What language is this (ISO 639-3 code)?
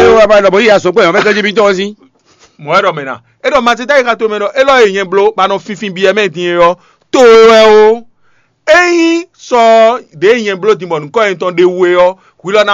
fon